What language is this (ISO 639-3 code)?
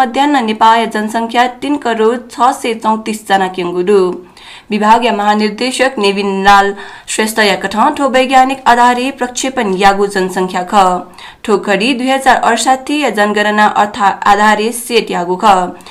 new